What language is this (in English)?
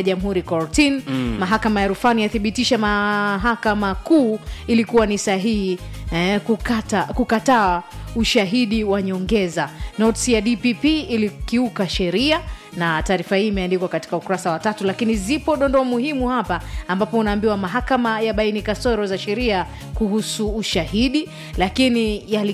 Swahili